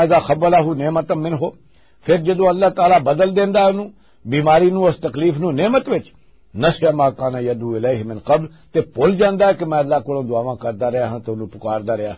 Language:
Western Panjabi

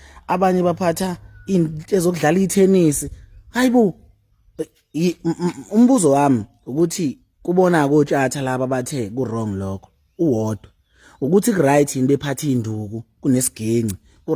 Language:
Zulu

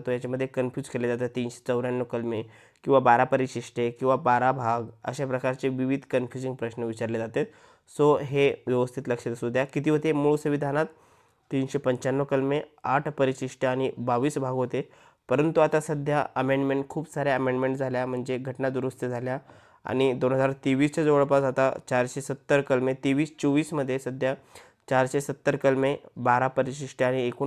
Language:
Marathi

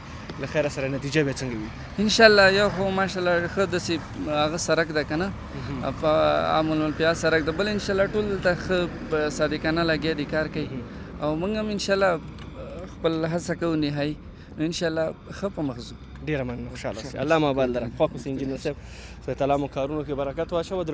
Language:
Pashto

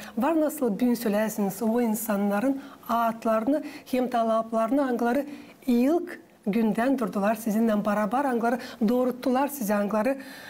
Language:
Gagauz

